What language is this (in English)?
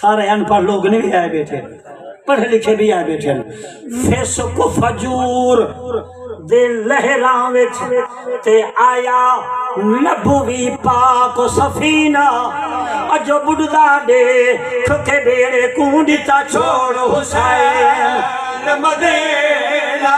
Saraiki